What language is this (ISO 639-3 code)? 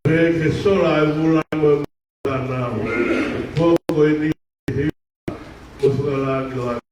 ton